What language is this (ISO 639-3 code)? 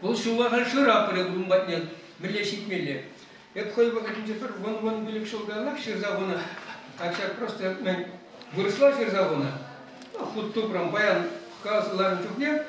chv